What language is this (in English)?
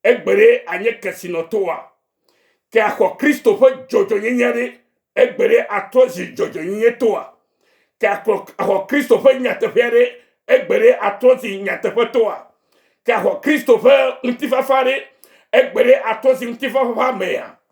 Ewe